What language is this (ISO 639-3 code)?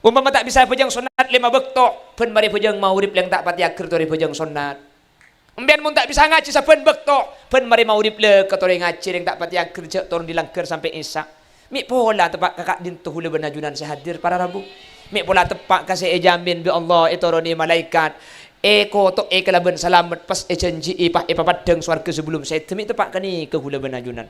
mad